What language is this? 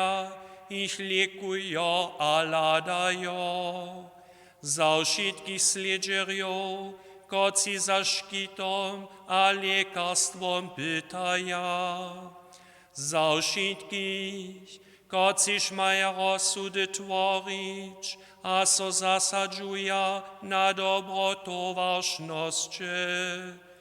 Upper Sorbian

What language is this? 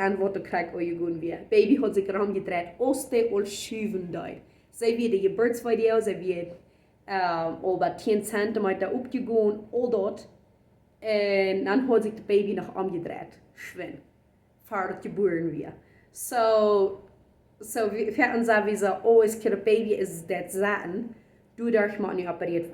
Plautdietsch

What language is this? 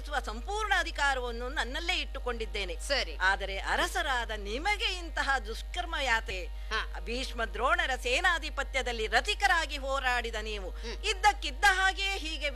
Kannada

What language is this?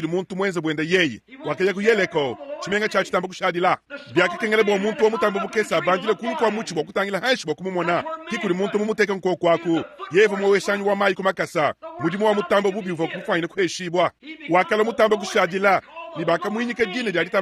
Luba-Lulua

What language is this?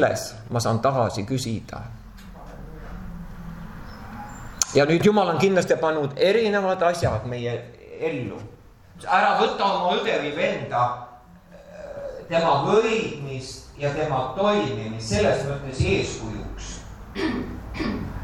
Estonian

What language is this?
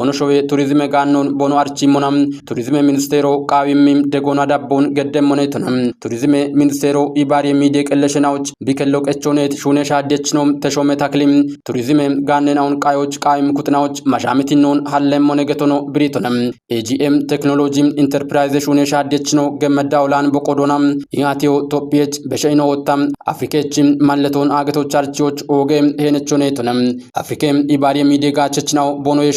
Kafa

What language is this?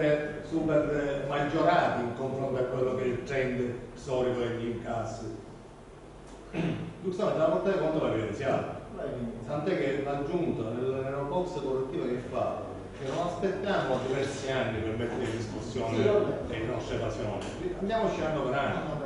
Italian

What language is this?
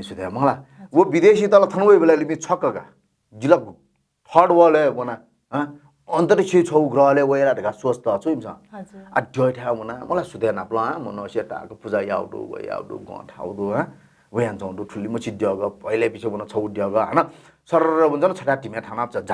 Newari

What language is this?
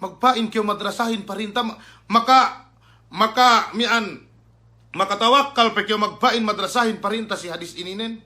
Yakan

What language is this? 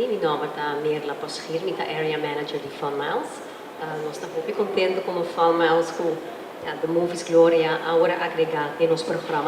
Papiamento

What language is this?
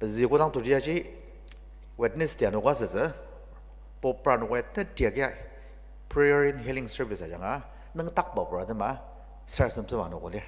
Ao Naga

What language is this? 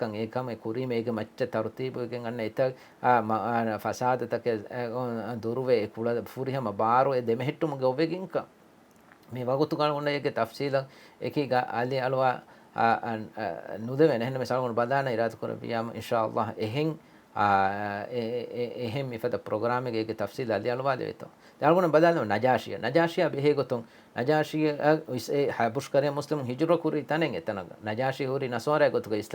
Divehi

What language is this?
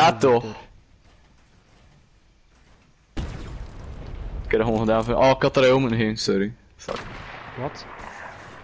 Dutch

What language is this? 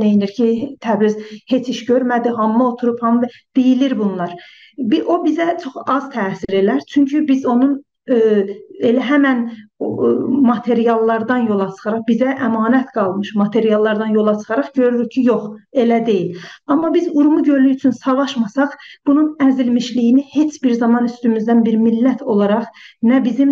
South Azerbaijani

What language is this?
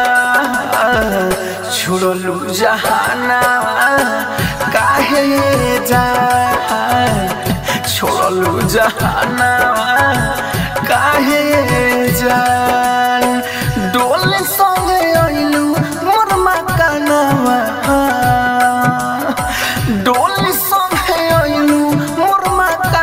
Bhojpuri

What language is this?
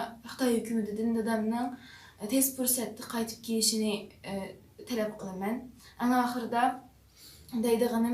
Uyghur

